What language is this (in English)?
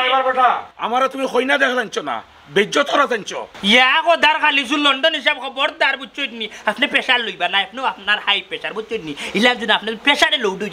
Sylheti